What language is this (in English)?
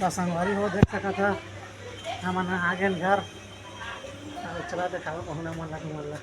Chhattisgarhi